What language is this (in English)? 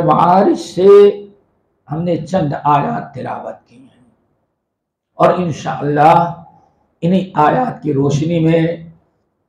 Urdu